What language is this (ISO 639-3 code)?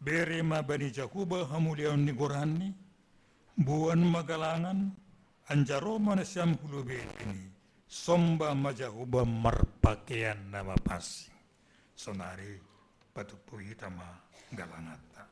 bts